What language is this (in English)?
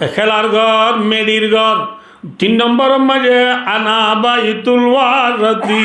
Rohingya